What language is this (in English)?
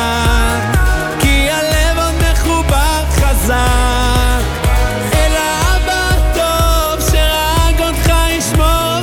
Hebrew